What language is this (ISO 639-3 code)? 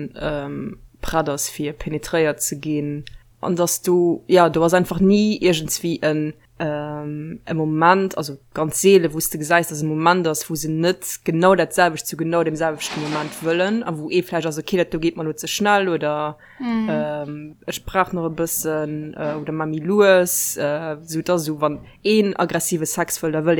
ltz